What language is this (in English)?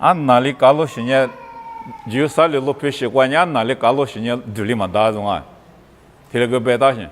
Lisu